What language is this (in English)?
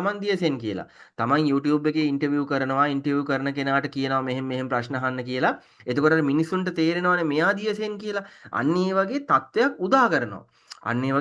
Sinhala